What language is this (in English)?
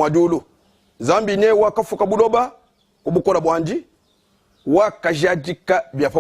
Luba-Lulua